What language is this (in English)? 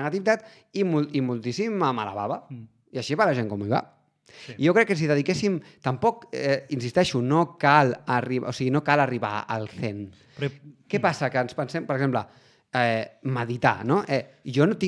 Catalan